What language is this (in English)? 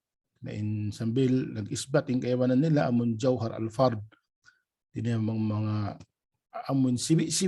Tausug